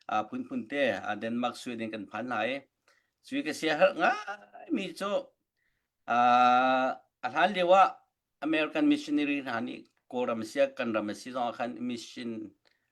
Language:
Hakha Chin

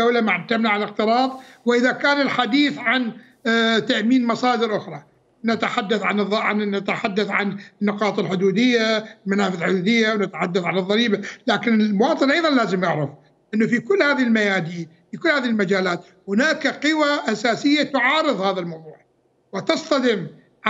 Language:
Mesopotamian Arabic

